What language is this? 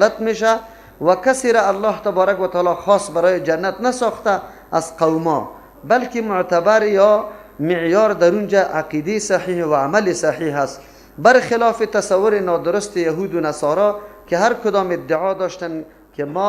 Persian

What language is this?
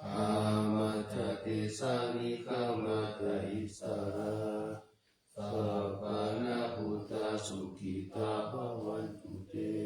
Pali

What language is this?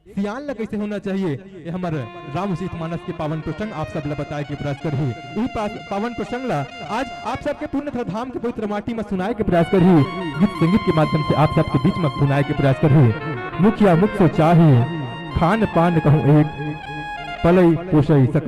Chhattisgarhi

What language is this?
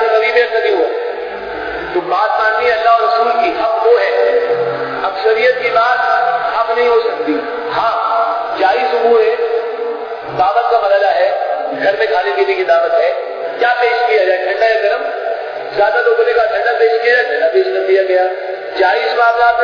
Urdu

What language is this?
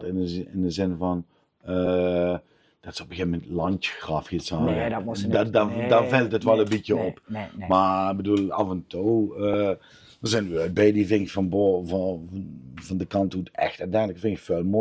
Limburgish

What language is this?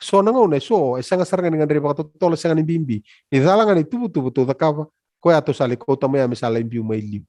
Fijian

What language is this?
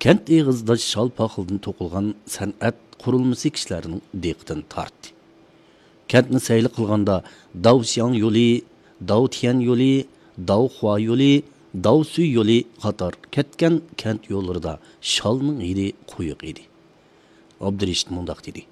Uyghur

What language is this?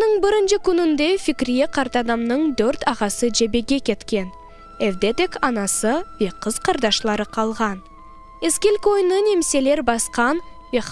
Crimean Tatar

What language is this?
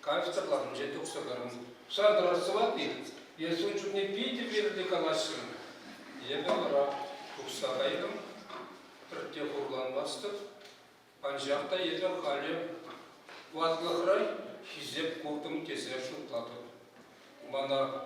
Chuvash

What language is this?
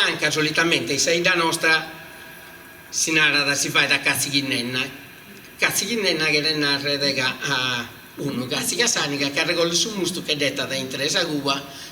Sardinian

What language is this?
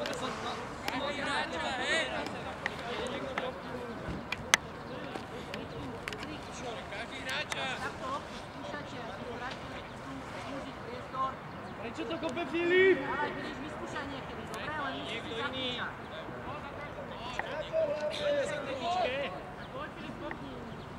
Slovak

